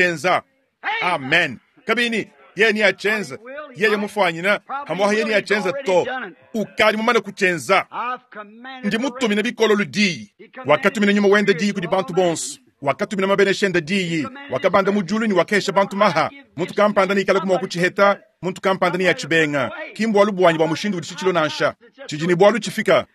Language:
Luba-Lulua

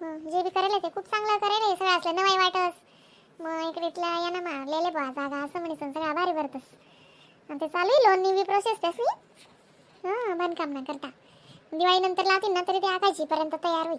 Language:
Khandesi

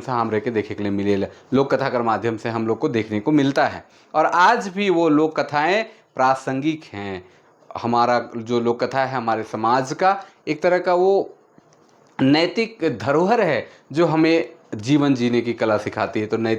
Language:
Sadri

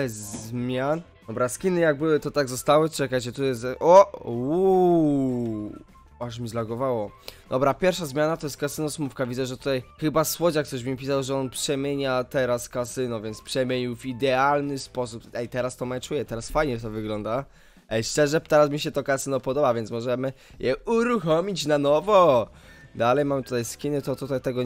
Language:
Polish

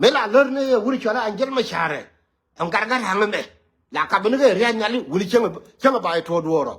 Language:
Nuer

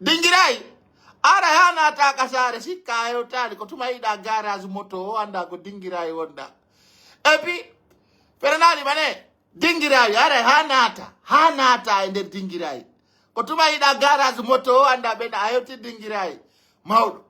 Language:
Pular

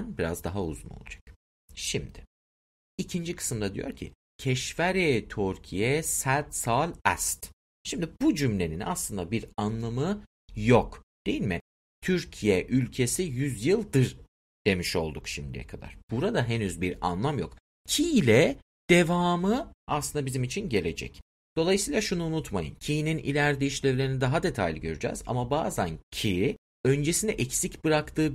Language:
Turkish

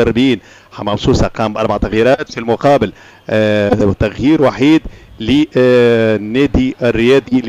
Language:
Tunisian Arabic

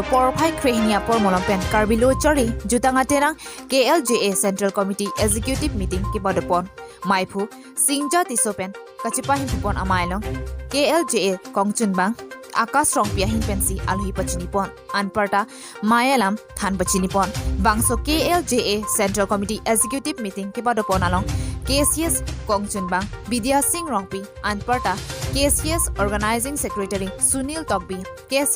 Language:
Karbi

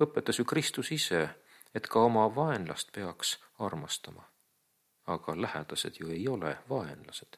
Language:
Estonian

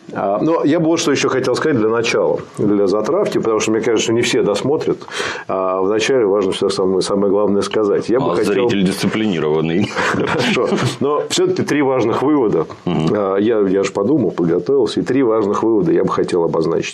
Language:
Russian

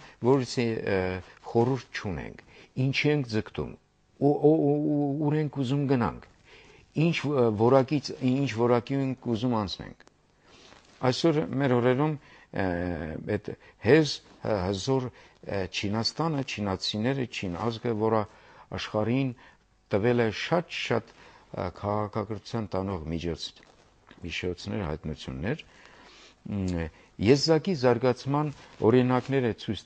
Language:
Armenian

